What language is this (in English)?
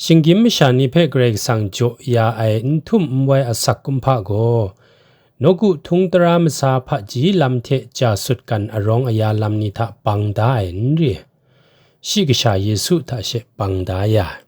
Kachin